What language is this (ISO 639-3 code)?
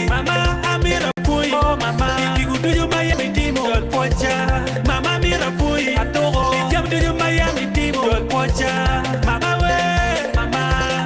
ach